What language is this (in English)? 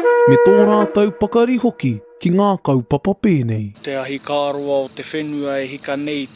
Māori